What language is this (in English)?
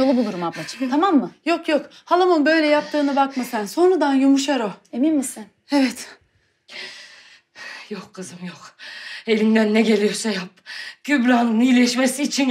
Turkish